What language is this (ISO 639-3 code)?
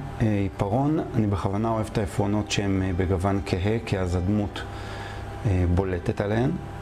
heb